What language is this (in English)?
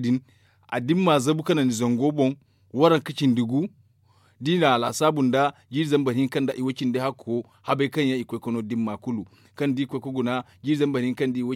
Zarma